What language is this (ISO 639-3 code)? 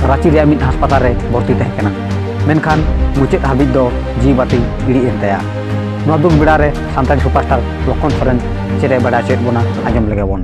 sat